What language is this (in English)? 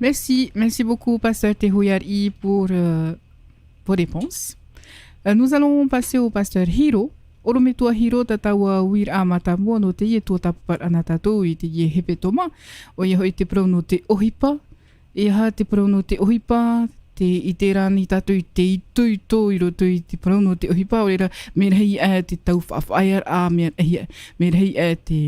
Tahitian